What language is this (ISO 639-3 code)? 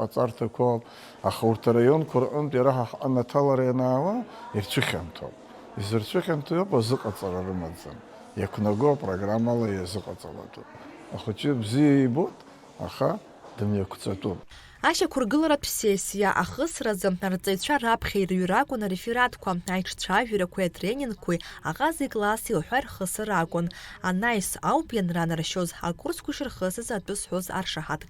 abk